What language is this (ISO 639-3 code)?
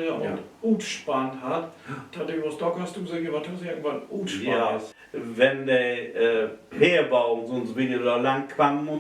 nds